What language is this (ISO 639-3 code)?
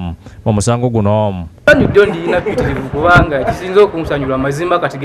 lug